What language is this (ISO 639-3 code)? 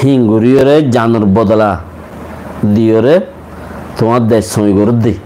rhg